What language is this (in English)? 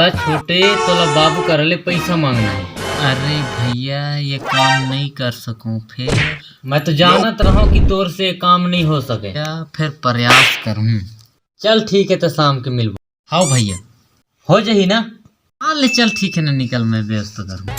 Chhattisgarhi